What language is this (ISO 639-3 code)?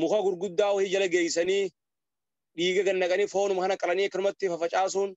orm